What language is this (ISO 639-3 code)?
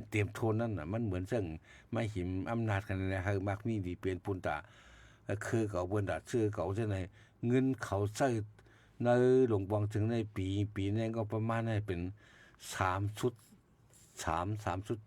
shn